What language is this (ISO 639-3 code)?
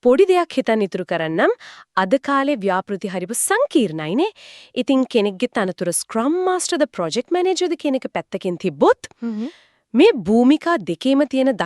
sin